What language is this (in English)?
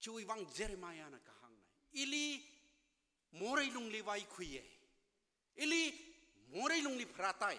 Tangkhul Naga (India)